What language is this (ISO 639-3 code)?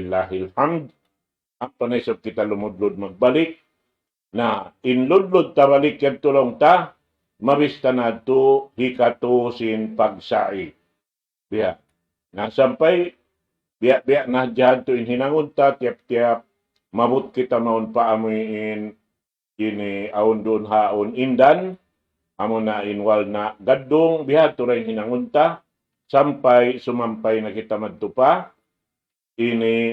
tsg